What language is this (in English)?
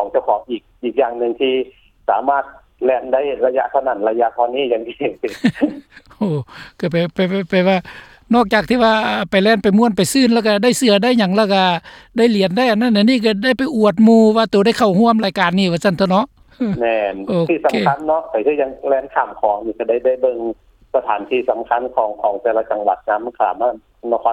Lao